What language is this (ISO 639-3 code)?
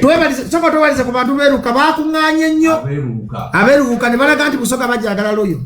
lug